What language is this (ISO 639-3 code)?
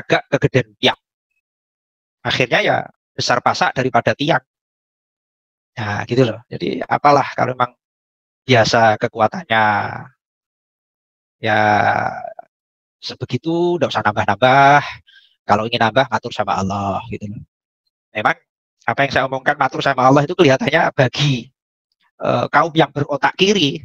ind